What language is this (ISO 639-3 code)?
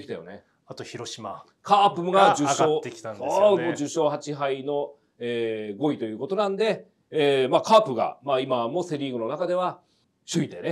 jpn